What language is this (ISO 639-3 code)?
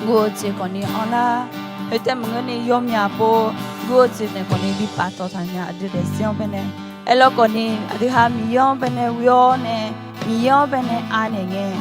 ahk